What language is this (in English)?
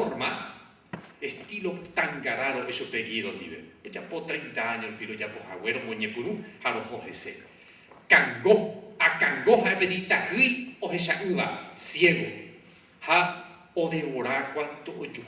Guarani